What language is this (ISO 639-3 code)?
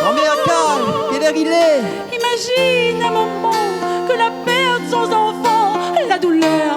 rcf